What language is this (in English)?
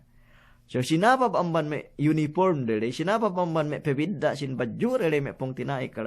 Yakan